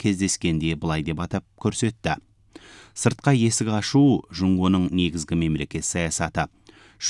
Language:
Kazakh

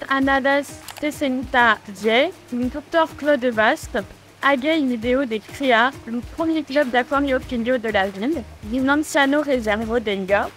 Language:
Occitan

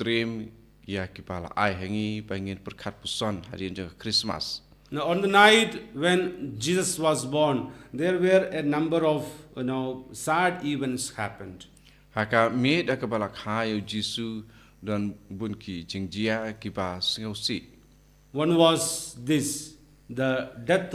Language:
Khasi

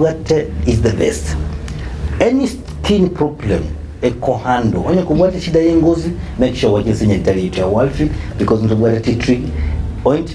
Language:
Gusii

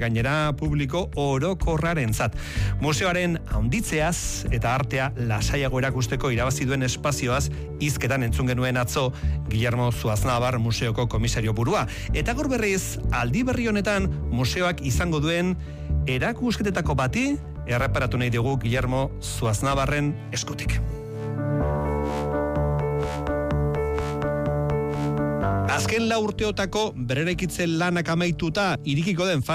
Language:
Basque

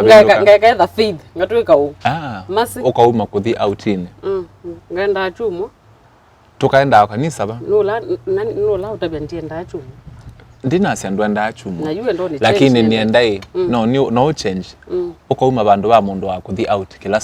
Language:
Kamba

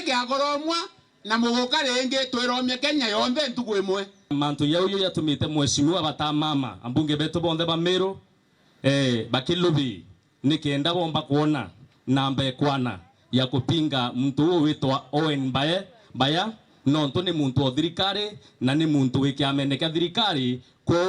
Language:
Meru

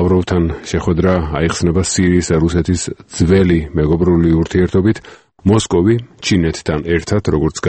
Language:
Georgian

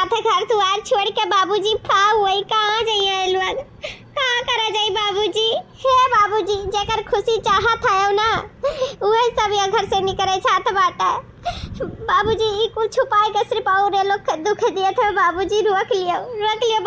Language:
Awadhi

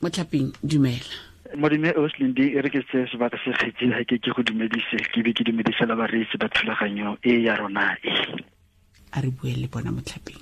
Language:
Tswana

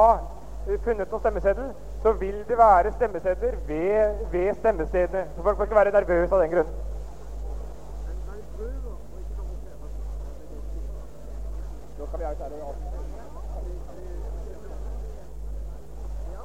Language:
Norwegian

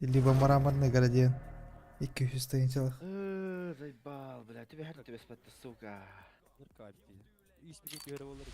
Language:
Yakut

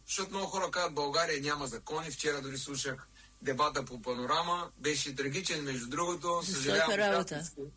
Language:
Bulgarian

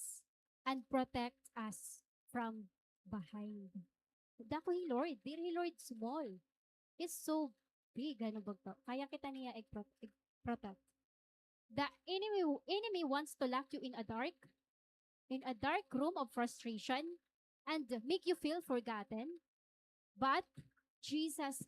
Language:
Waray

